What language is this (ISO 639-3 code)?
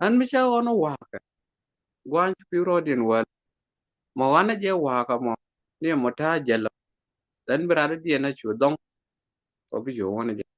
nus